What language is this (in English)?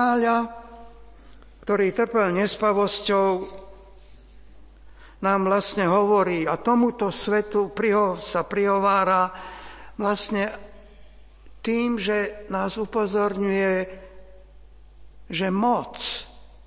Slovak